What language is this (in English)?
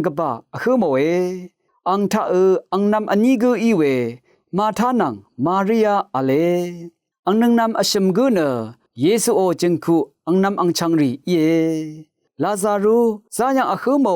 Rawang